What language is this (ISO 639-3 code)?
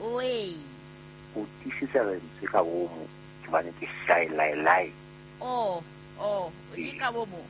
sot